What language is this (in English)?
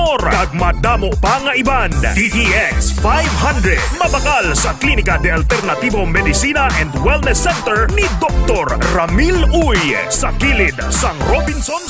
Hiligaynon